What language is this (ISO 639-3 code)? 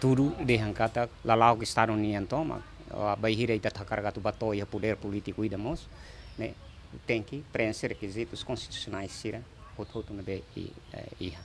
tet